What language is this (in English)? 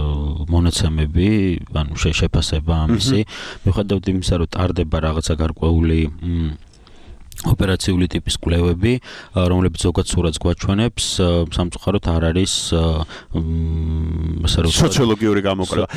Georgian